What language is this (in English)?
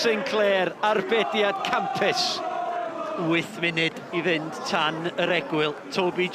Welsh